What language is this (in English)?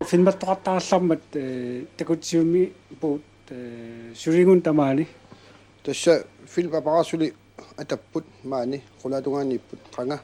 Kalaallisut